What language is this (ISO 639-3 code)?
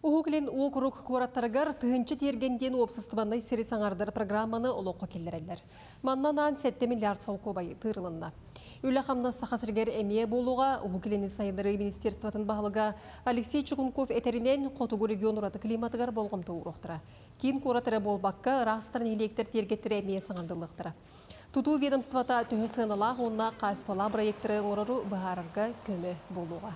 sah